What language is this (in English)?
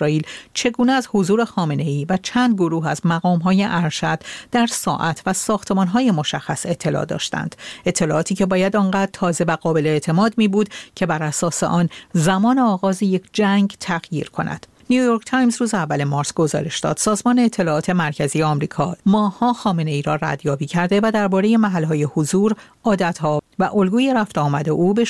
Persian